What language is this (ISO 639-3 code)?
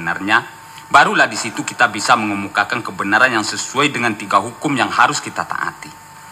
min